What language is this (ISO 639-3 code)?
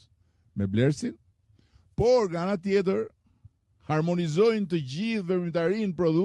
sqi